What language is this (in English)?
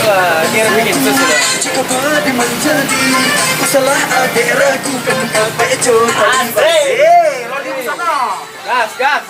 Minangkabau